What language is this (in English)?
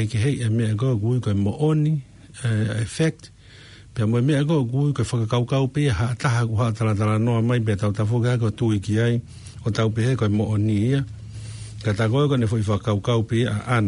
Tongan